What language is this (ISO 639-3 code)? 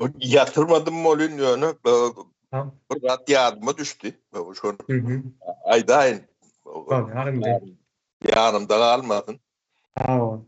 tuk